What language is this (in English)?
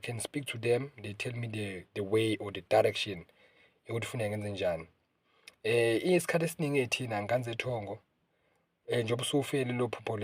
Zulu